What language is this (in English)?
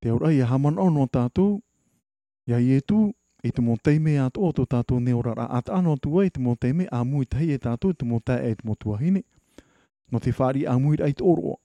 Tahitian